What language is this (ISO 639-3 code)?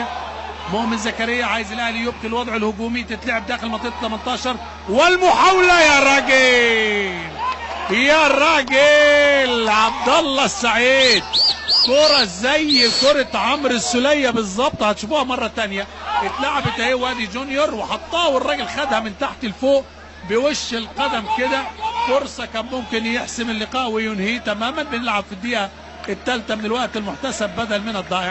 arz